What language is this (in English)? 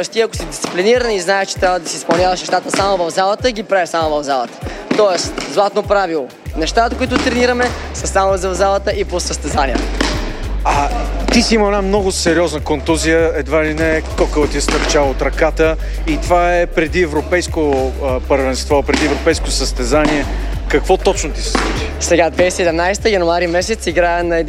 Bulgarian